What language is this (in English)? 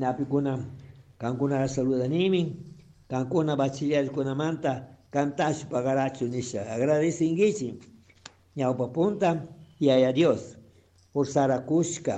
Chimborazo Highland Quichua